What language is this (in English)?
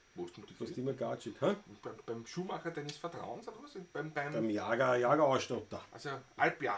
Bavarian